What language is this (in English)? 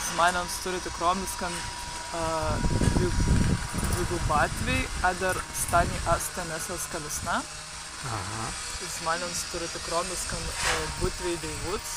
Prussian